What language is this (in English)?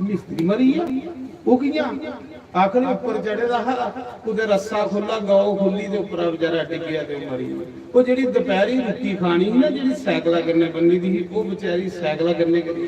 Dogri